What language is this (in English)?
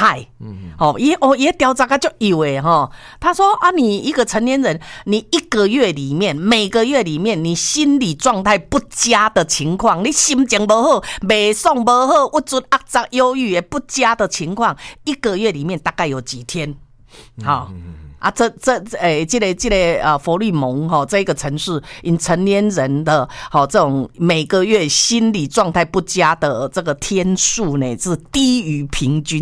Chinese